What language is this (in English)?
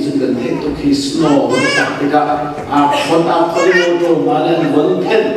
Hakha Chin